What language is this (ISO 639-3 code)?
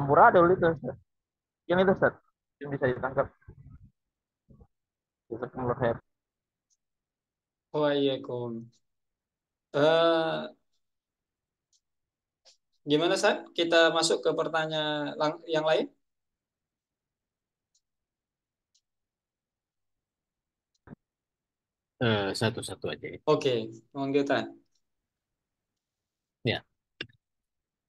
ind